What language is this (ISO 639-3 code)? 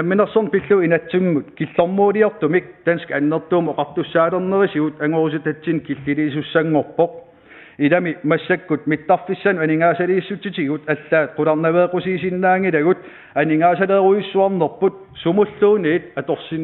kal